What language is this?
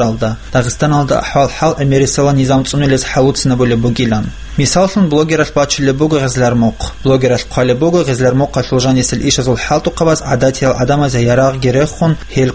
Avaric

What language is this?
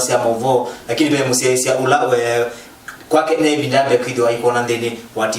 Kamba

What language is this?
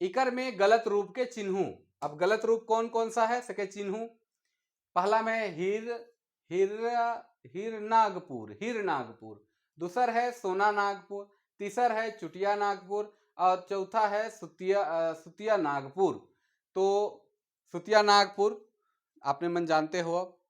Sadri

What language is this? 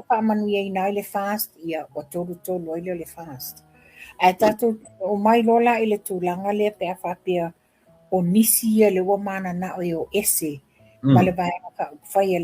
Samoan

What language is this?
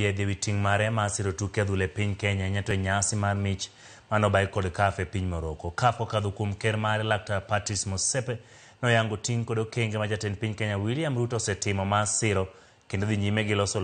Luo (Kenya and Tanzania)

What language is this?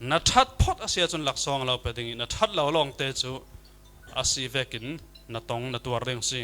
Falam Chin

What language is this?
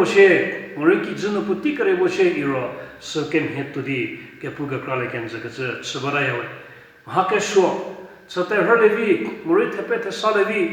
Angami Naga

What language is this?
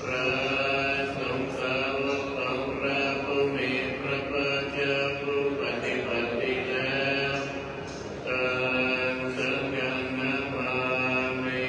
Pali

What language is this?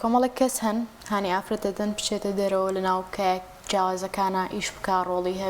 Central Kurdish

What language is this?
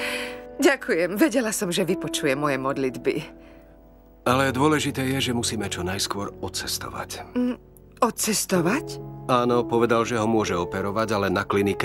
Slovak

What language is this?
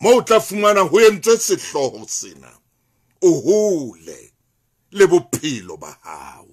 Southern Sotho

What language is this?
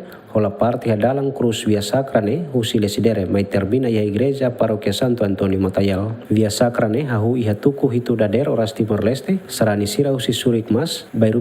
Tetum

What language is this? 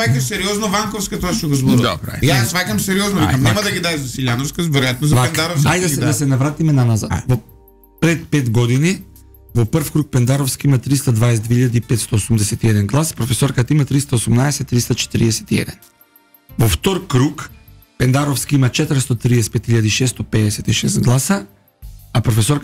Macedonian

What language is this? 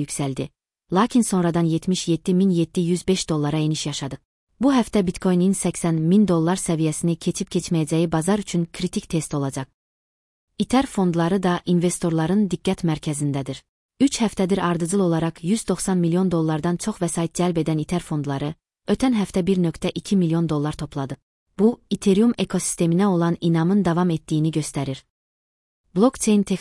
Azerbaijani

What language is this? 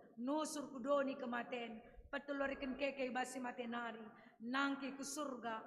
Batak Karo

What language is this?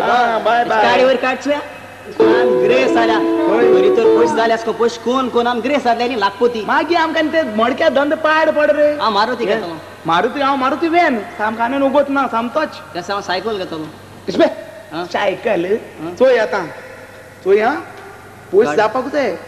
Konkani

